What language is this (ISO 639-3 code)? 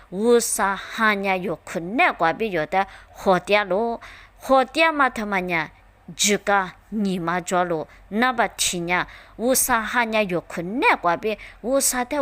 lis